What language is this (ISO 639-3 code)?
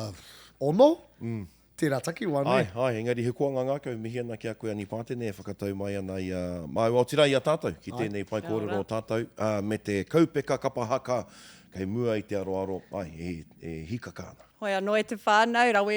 mri